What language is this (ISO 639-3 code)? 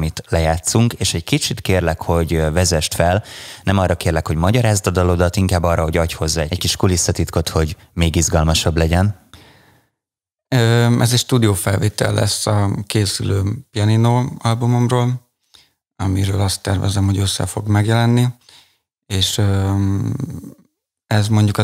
hun